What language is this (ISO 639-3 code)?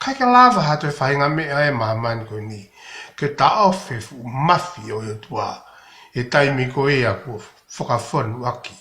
ton